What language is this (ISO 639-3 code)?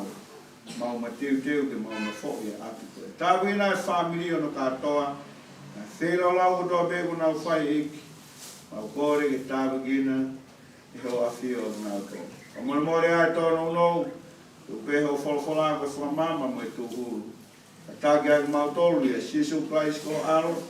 ton